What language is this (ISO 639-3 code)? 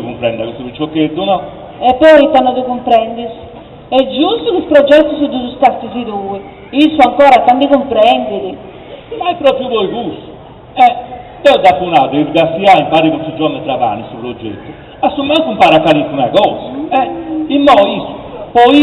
srd